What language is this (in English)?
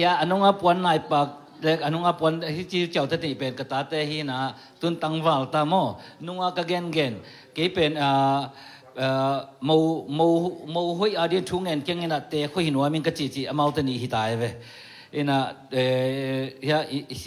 Tedim Chin